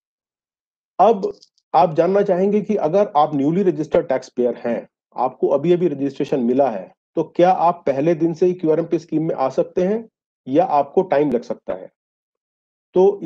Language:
Hindi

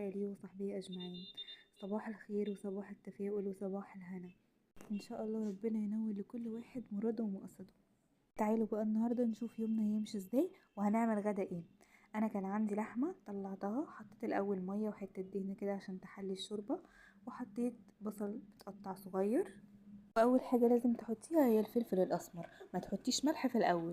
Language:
Egyptian Arabic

